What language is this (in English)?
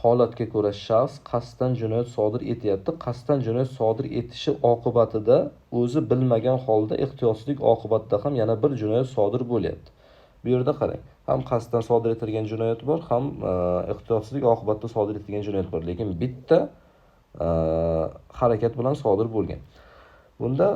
Uzbek